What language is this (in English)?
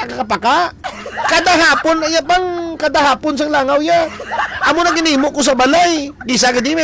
Hiligaynon